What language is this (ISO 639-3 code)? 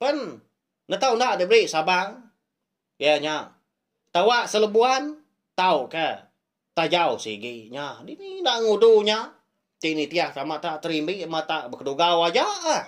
iba